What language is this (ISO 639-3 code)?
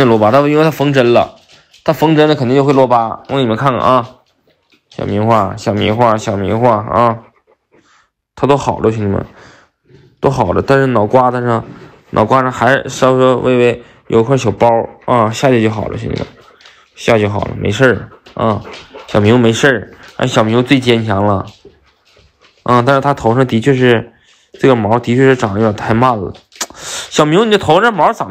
zho